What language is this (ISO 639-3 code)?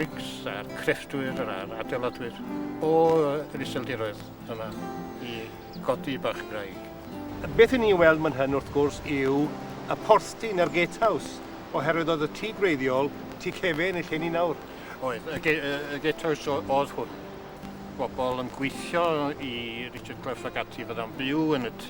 cym